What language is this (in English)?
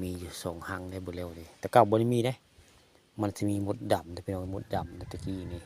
Northeastern Thai